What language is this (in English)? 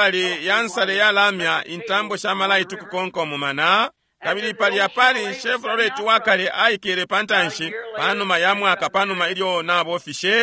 Bemba